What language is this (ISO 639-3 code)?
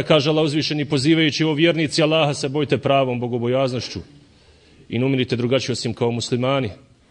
bos